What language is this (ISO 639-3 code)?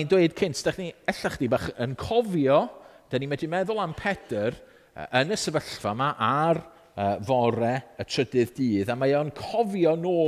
cym